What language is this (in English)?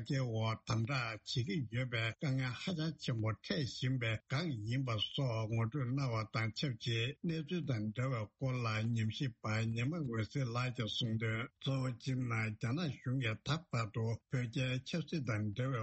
Tibetan